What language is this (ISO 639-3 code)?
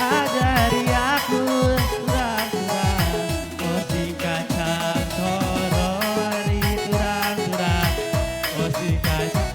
btx